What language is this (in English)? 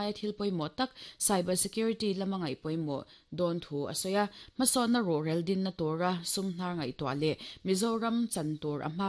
Mizo